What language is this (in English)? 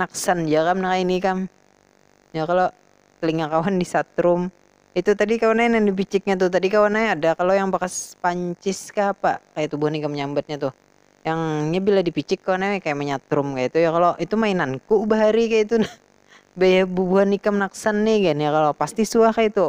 Banjar